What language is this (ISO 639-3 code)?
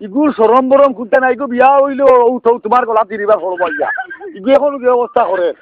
syl